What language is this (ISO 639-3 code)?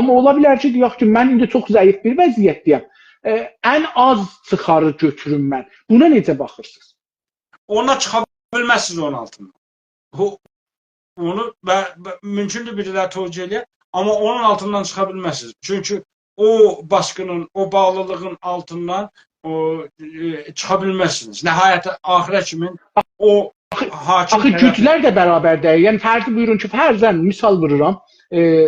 azb